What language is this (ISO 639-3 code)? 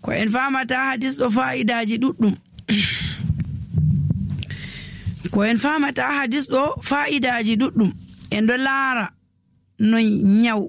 fuv